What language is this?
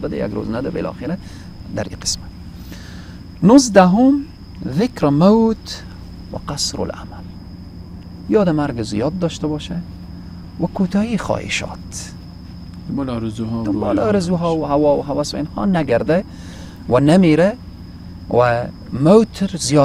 Persian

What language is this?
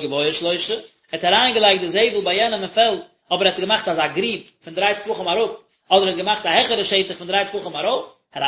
Yiddish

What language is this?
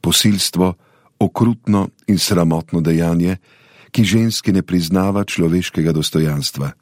Slovenian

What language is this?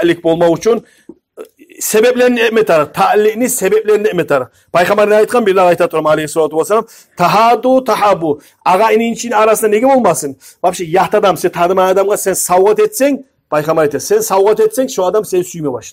Kumyk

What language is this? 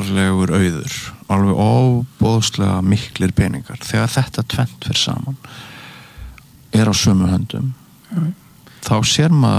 Icelandic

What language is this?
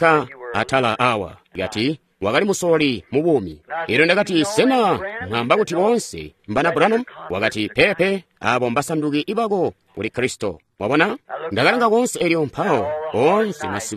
Tonga (Zambia)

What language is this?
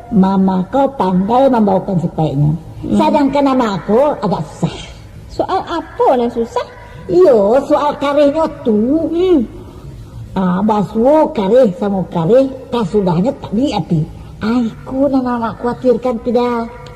Minangkabau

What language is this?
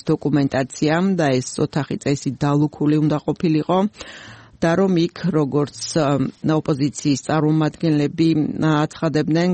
Georgian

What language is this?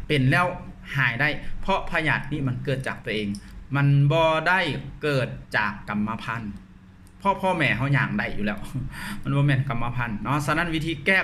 Lao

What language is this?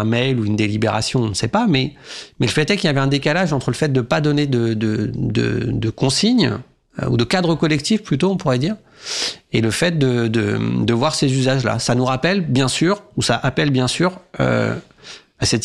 French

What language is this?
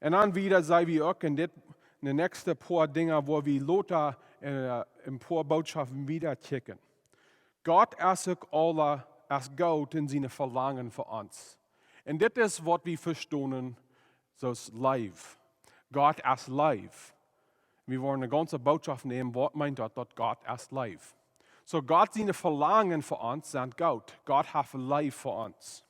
Plautdietsch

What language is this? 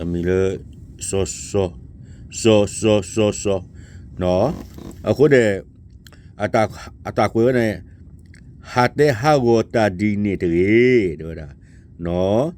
S'gaw Karen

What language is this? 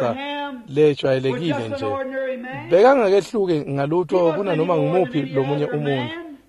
Swati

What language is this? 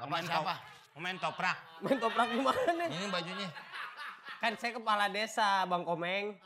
Betawi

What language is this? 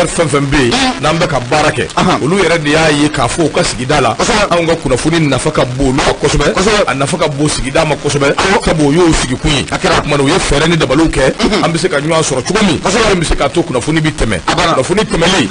Bambara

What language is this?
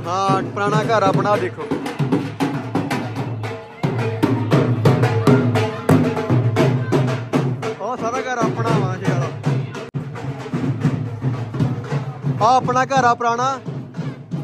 Punjabi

